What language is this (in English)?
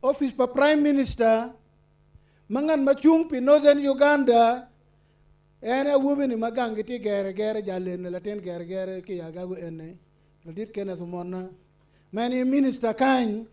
Acoli